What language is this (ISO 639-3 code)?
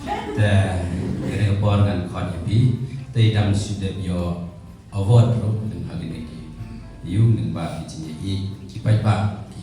kha